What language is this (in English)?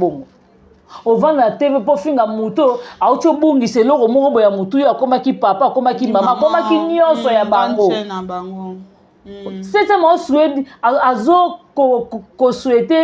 Lingala